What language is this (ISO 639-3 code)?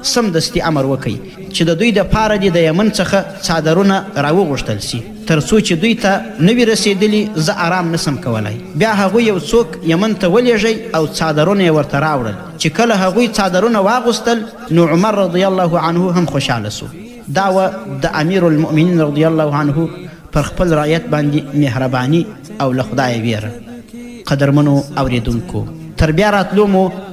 pus